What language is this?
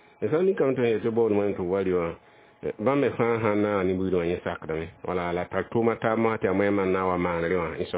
Mossi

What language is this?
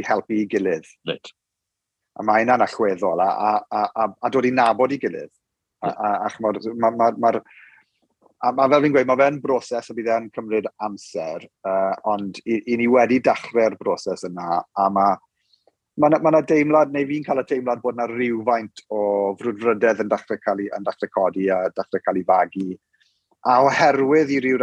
Welsh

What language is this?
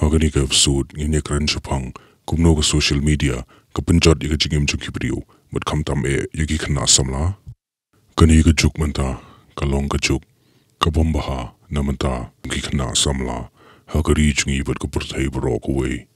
Khasi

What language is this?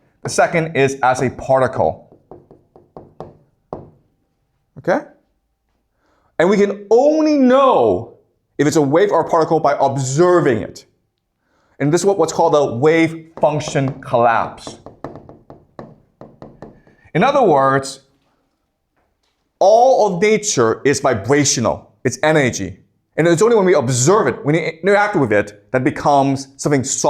English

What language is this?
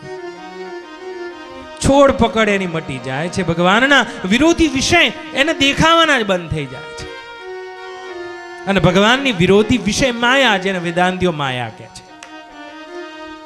Gujarati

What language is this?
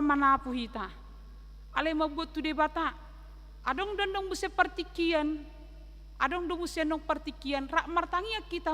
Batak Toba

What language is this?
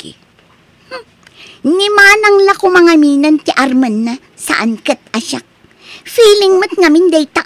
Iloko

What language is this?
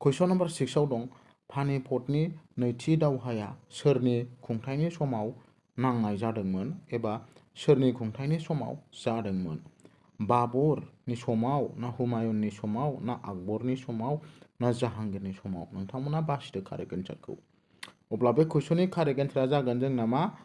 Bodo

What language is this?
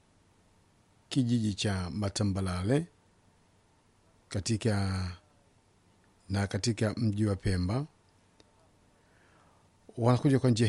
Swahili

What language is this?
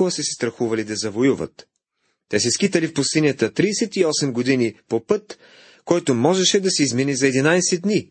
Bulgarian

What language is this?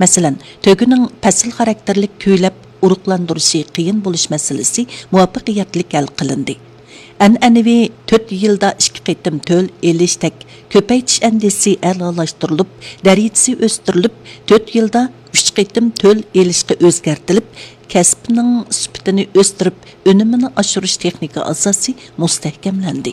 Uyghur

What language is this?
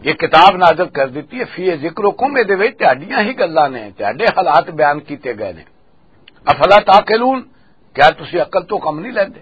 Western Panjabi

